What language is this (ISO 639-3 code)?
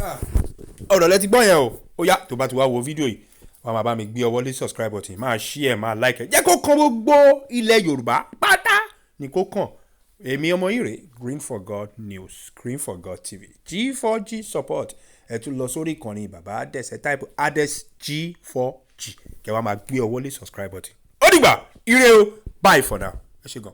yor